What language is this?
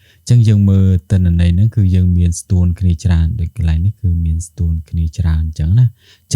Khmer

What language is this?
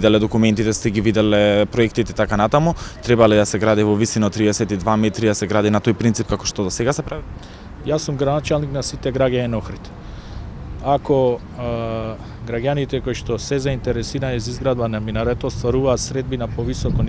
Macedonian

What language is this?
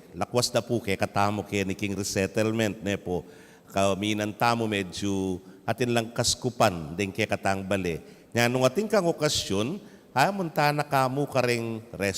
Pampanga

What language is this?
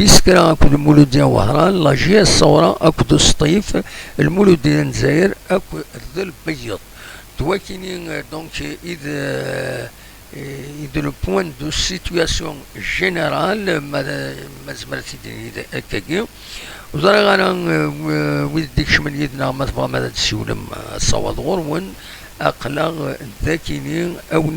Kabyle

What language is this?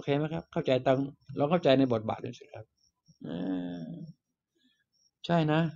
Thai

